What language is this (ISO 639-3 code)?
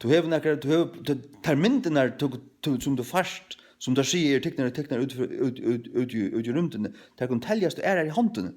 fao